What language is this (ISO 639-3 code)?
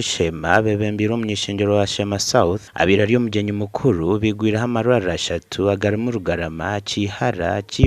nyn